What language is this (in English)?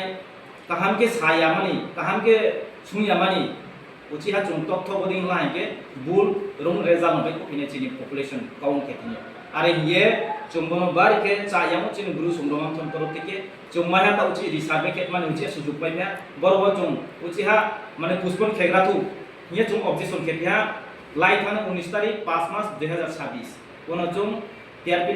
Riang (India)